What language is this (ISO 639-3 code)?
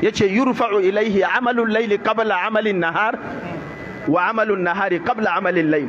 hau